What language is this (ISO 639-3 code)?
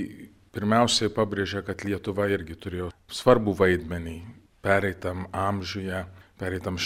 lit